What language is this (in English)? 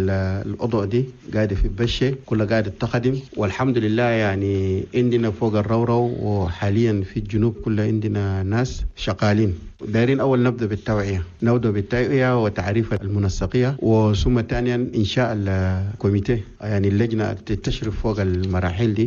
Chadian Arabic